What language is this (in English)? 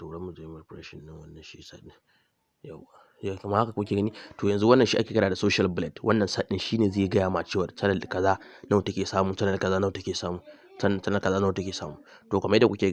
Hausa